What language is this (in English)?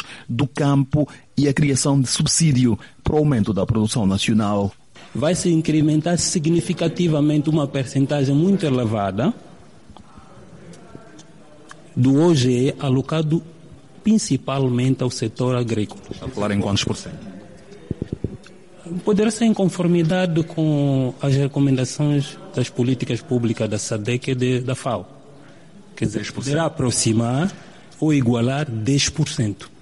Portuguese